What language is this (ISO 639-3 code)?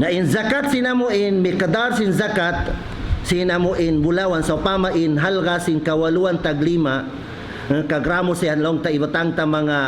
tsg